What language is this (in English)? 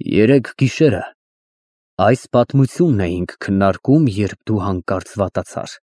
Armenian